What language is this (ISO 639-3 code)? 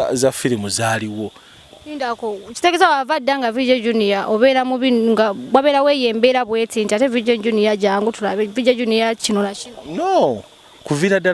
lug